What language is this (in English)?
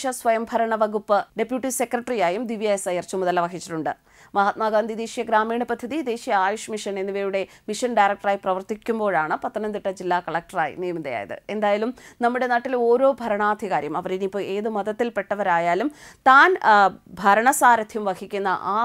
Malayalam